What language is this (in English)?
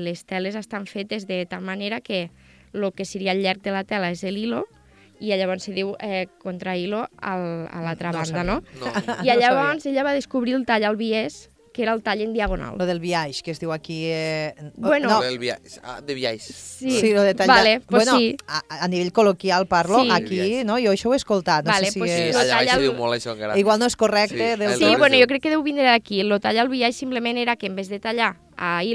Catalan